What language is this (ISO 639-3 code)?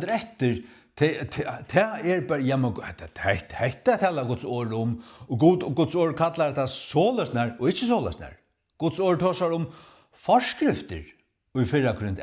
fao